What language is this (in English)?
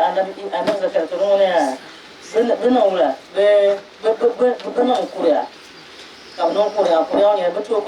Dagbani